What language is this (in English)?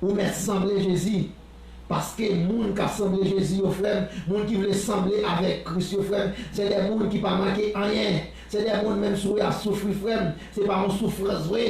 Haitian Creole